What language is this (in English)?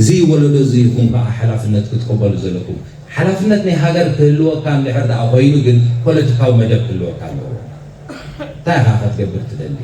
Tigrinya